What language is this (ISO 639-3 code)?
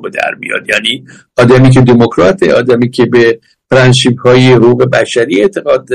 fas